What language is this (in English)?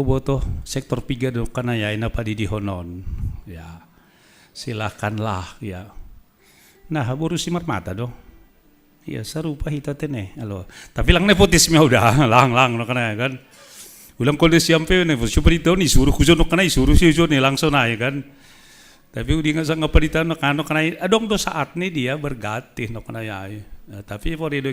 Batak Simalungun